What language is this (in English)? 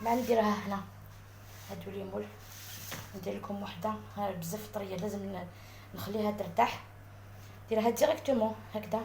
Algerian Arabic